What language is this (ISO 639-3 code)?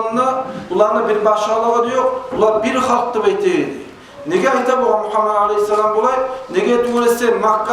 kum